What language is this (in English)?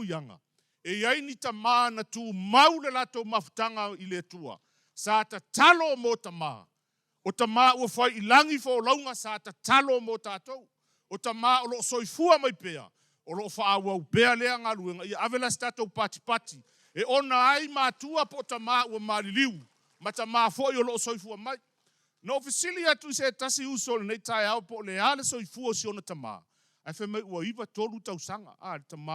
Samoan